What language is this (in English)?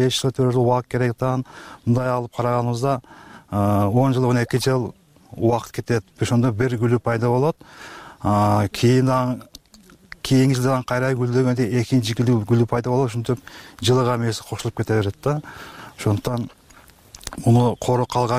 Kyrgyz